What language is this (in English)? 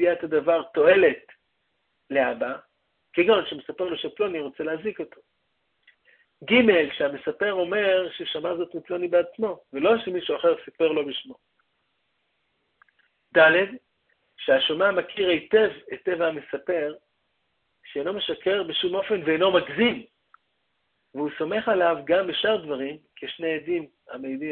Hebrew